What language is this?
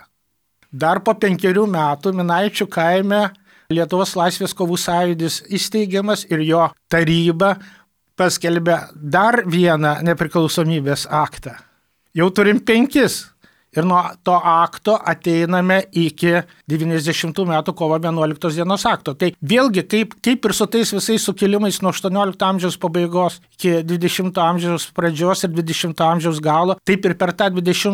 Lithuanian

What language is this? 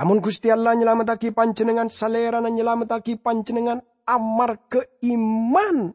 Madurese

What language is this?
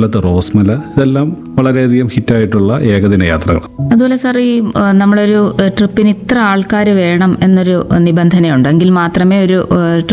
Malayalam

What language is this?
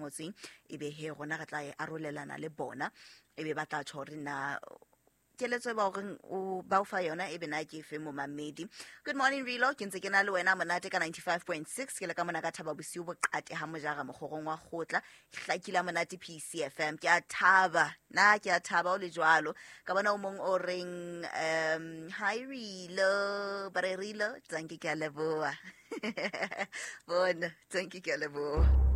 Southern Sotho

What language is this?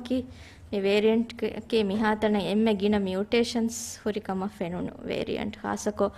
Divehi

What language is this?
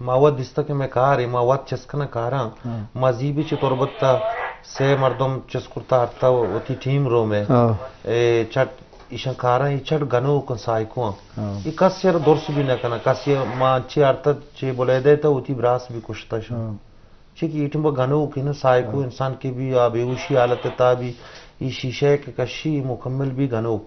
Eastern Balochi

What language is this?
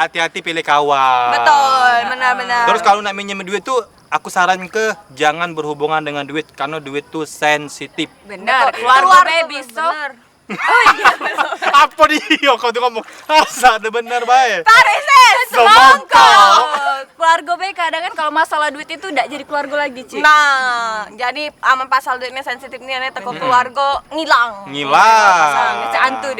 Musi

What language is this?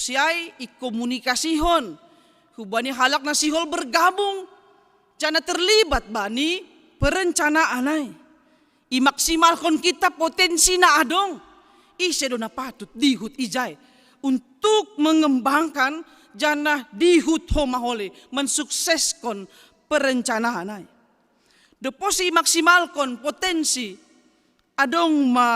Batak Simalungun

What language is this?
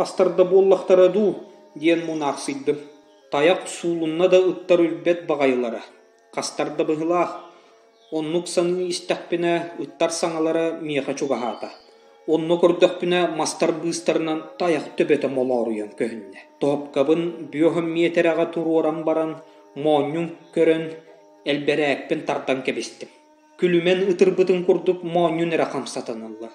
Yakut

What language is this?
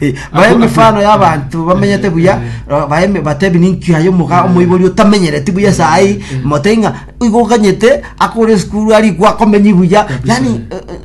Gusii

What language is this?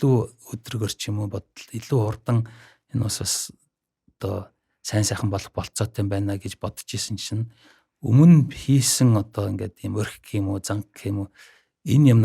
Mongolian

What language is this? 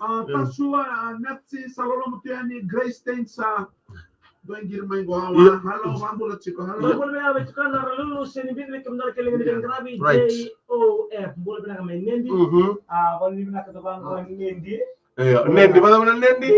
Fijian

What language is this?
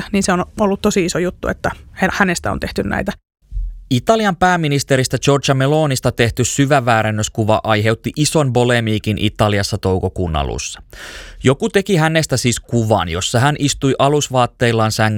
Finnish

